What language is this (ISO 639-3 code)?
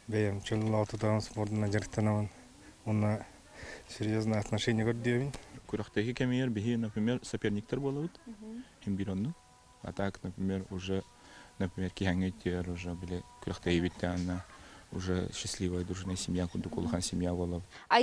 sah